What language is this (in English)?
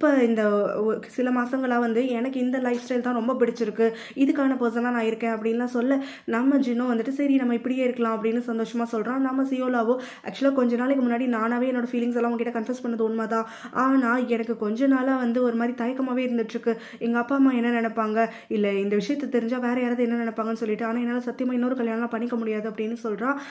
Tamil